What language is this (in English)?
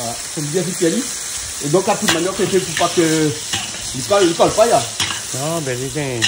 Réunion Creole French